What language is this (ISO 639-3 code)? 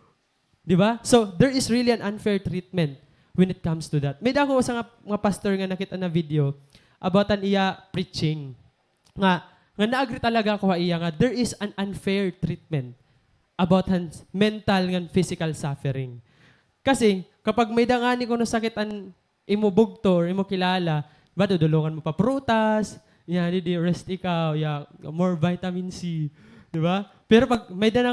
war